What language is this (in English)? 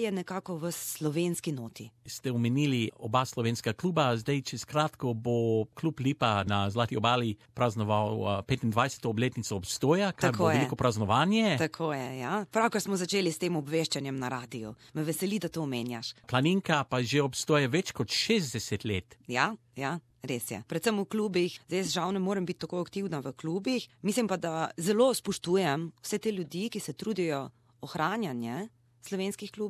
Slovenian